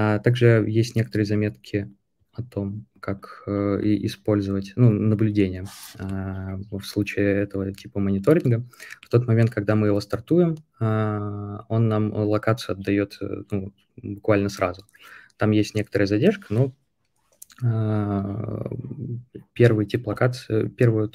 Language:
Russian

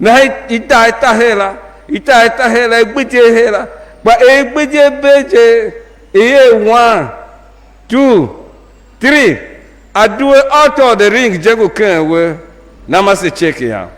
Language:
Tiv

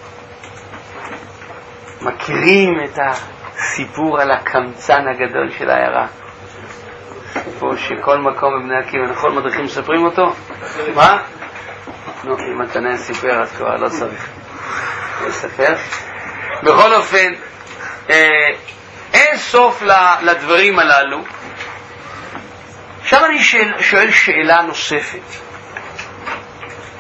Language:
Hebrew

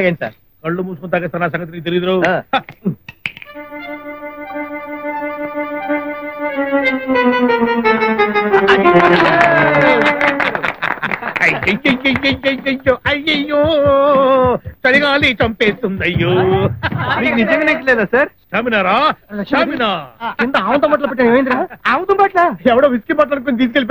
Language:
Telugu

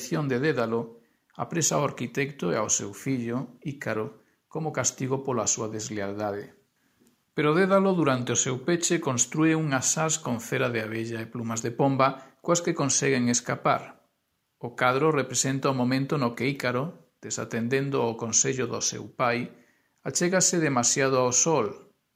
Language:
Galician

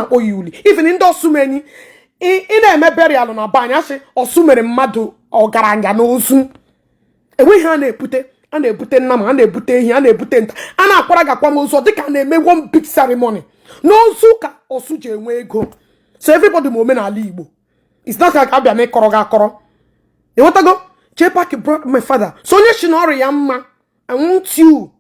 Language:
Igbo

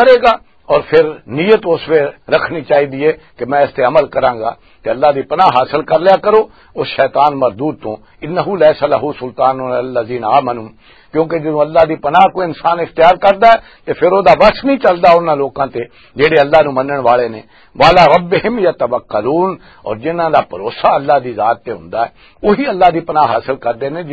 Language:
Western Panjabi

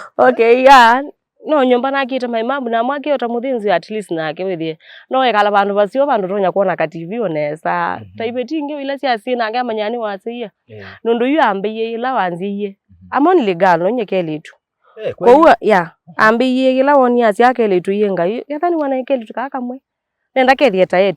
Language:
Kamba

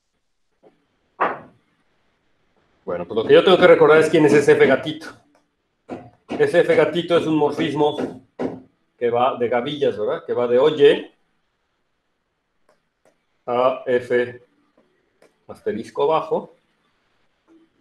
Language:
Spanish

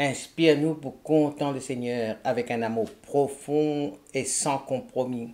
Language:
Morisyen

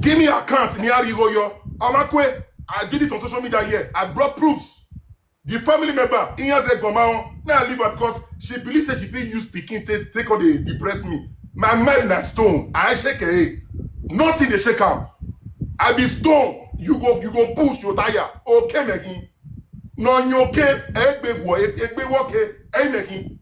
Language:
Nigerian Pidgin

